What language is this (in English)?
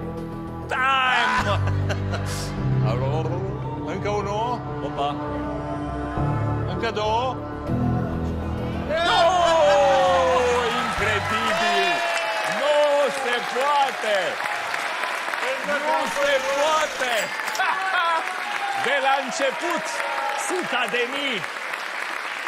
Romanian